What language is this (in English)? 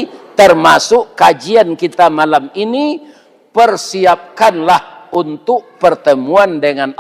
Minangkabau